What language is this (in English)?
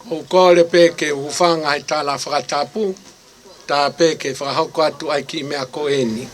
Tongan